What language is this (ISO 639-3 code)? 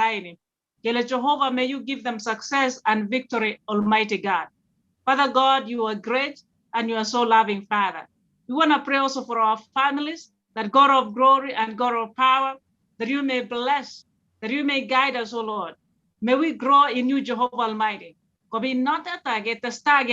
kln